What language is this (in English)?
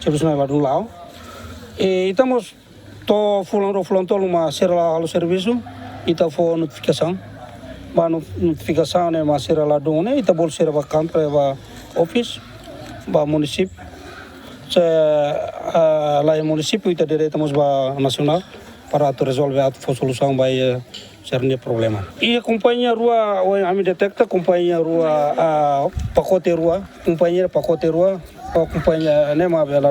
Tetum